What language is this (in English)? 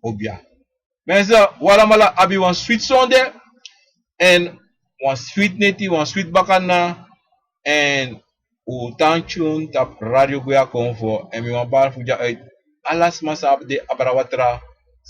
Sranan Tongo